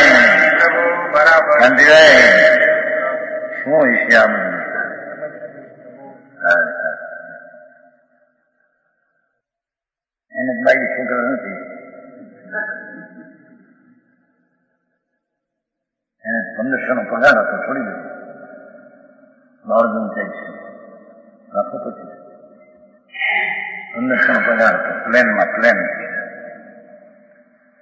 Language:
Gujarati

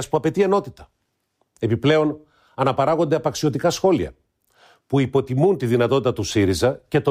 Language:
Greek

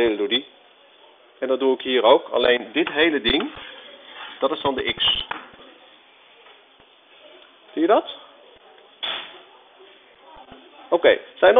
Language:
Dutch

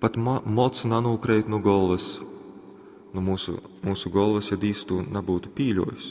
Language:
Latgalian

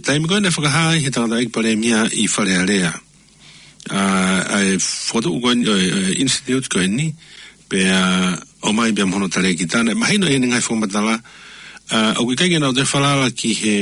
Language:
Tongan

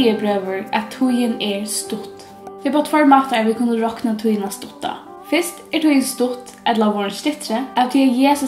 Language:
Faroese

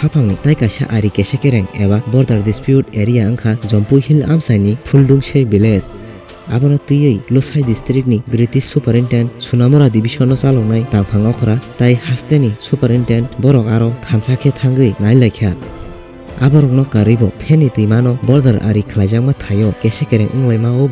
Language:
Kok Borok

